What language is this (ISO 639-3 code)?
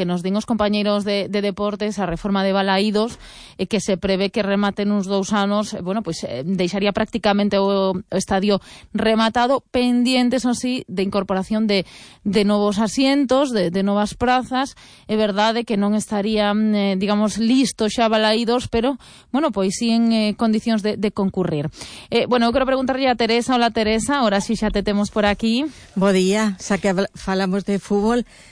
glg